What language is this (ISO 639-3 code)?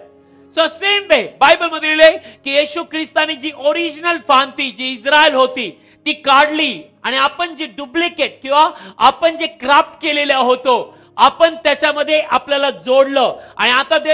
mar